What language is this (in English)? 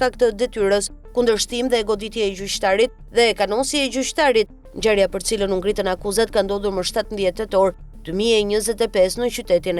Albanian